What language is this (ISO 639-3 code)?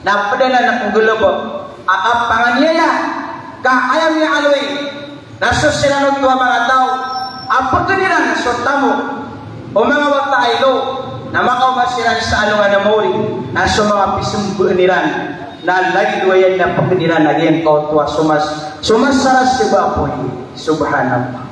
mrw